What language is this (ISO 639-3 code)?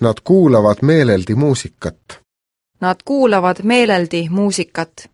est